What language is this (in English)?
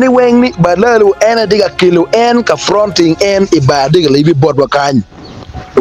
Acoli